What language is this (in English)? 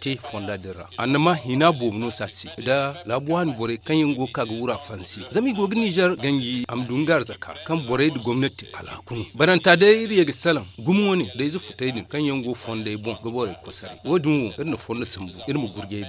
Zarma